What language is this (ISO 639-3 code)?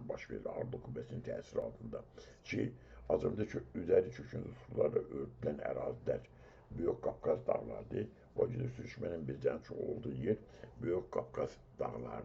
aze